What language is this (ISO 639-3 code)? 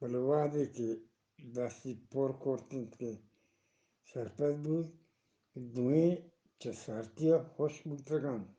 bgp